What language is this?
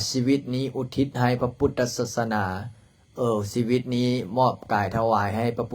Lao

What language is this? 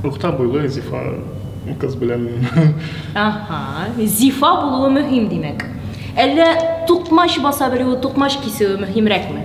Tatar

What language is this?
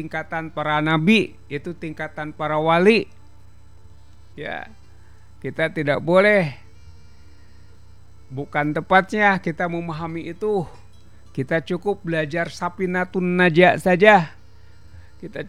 Indonesian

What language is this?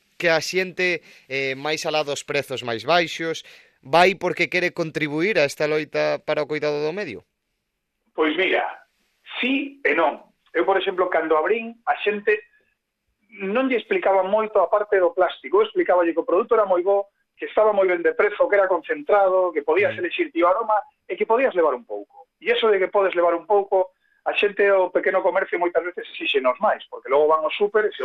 Galician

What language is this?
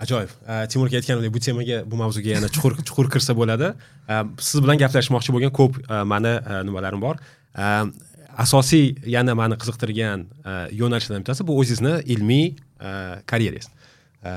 Uzbek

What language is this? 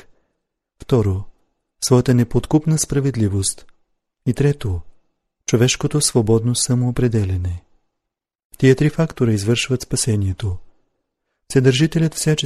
Bulgarian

